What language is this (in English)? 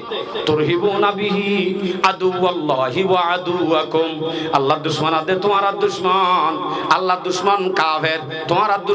Rohingya